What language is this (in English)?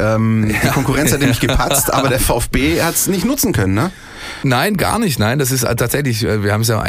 German